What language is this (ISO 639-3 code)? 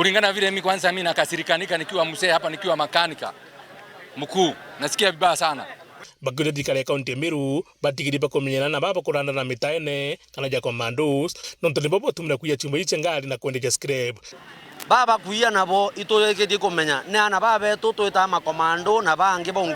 mer